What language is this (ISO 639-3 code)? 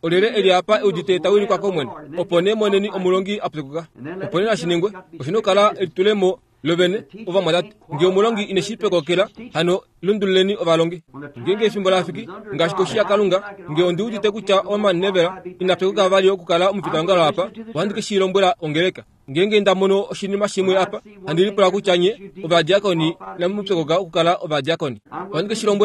kua